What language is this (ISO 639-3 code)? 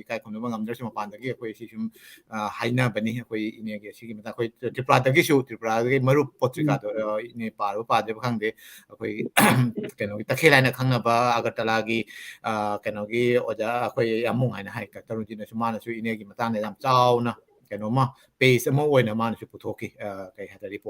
mni